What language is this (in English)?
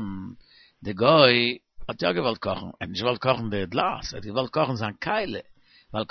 Yiddish